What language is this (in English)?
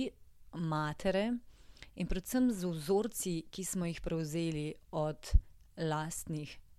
Slovenian